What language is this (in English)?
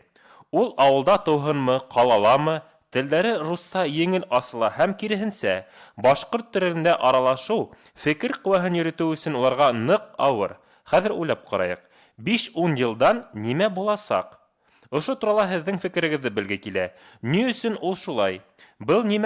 Bashkir